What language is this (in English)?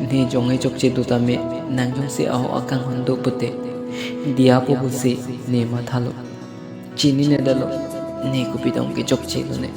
Karbi